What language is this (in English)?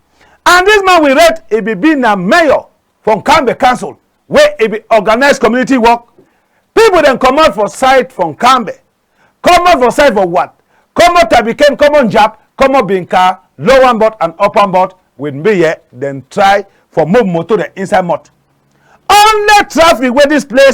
Cameroon Pidgin